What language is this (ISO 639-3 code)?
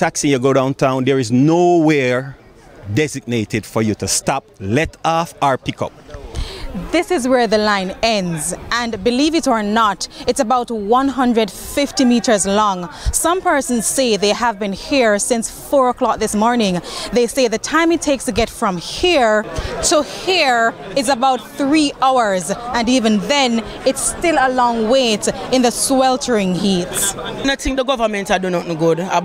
jam